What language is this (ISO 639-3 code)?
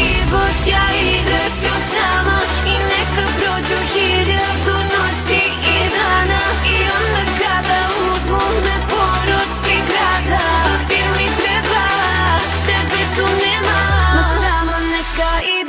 srp